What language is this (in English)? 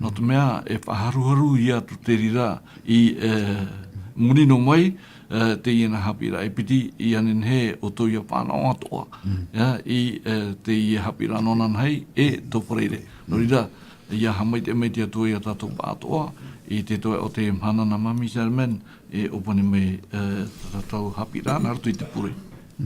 Tahitian